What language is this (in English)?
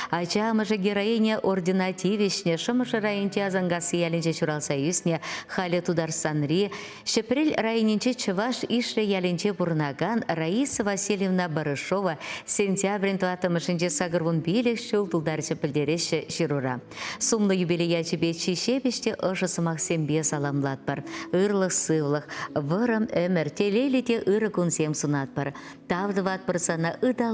Chuvash